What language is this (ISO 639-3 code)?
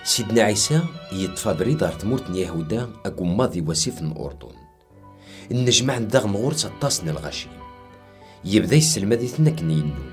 kab